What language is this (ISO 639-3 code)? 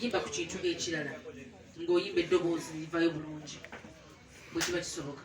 lug